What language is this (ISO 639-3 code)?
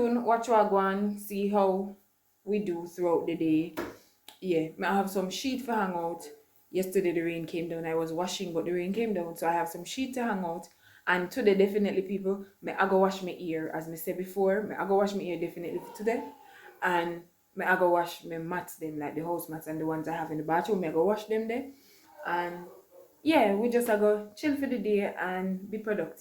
jam